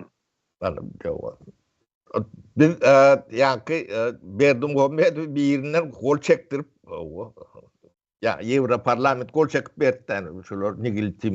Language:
Turkmen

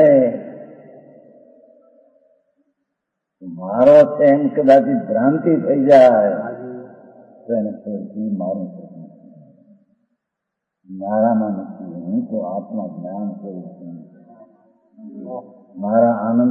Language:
Gujarati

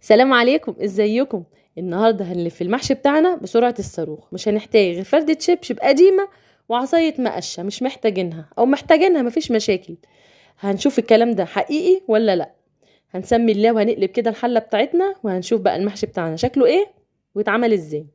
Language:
Egyptian Arabic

